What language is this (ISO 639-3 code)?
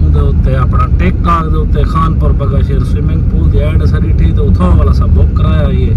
skr